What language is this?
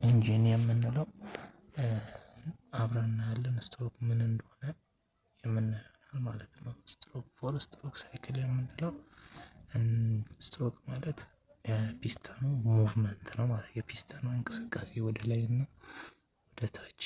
Amharic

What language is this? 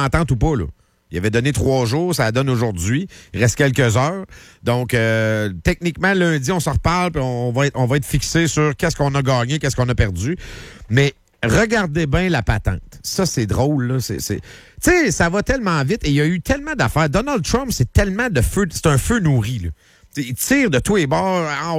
French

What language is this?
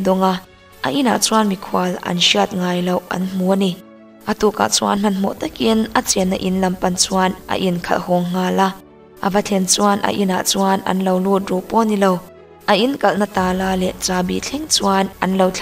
Mizo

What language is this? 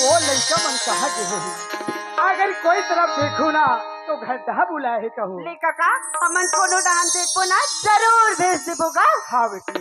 Chhattisgarhi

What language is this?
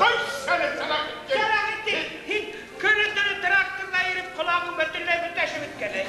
Bashkir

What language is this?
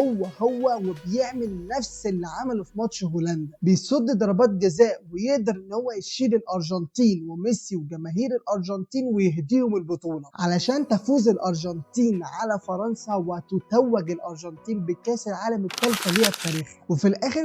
Egyptian Arabic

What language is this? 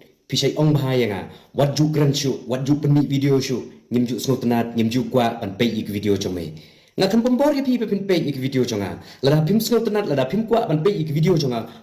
Khasi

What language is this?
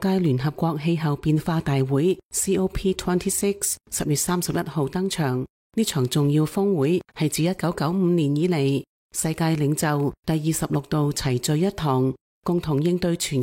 Cantonese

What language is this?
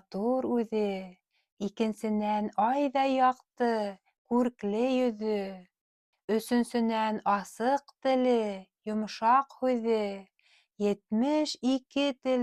Bashkir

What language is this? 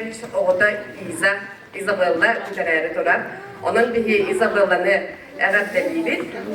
Yakut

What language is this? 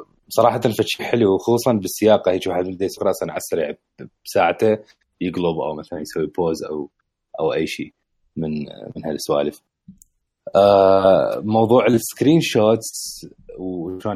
Mesopotamian Arabic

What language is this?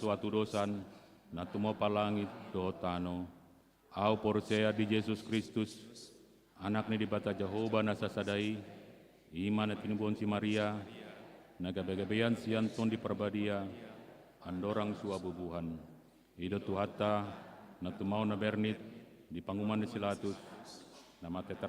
Batak Toba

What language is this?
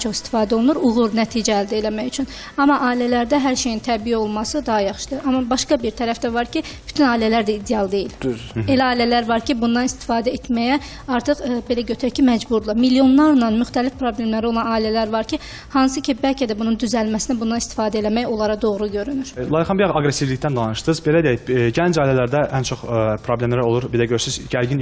Azerbaijani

